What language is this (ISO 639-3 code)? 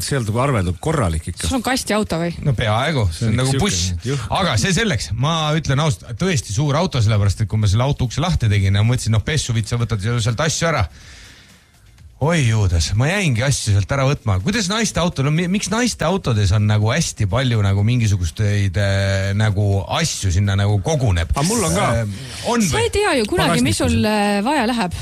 est